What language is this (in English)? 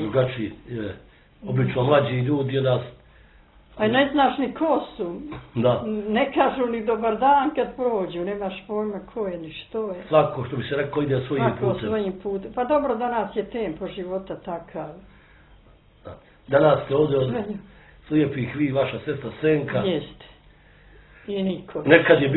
Bosnian